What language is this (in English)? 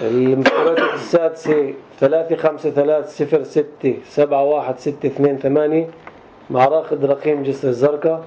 North Levantine Arabic